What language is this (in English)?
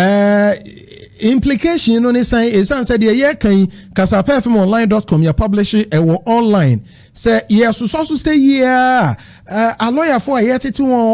Akan